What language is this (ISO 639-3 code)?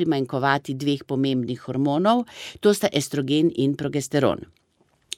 slv